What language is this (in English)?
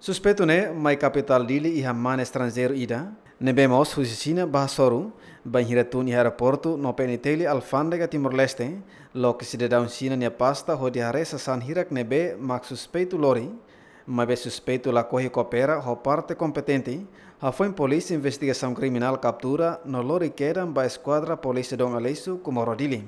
Tetum